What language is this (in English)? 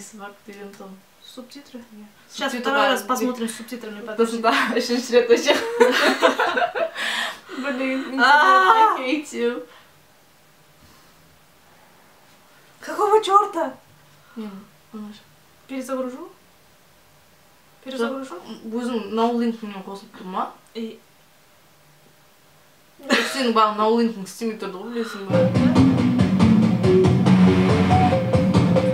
Kazakh